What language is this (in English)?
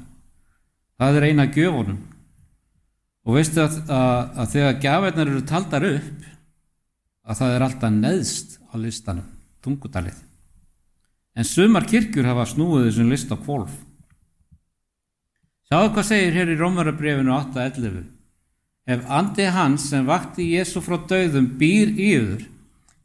Icelandic